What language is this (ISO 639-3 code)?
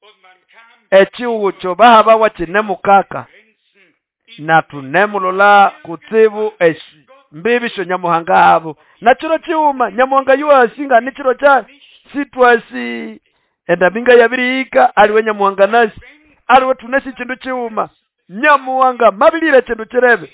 nnb